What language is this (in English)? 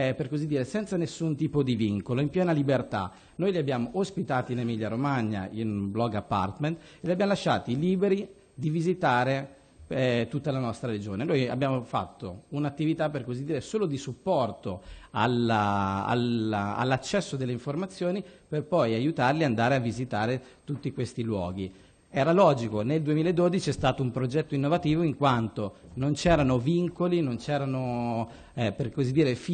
Italian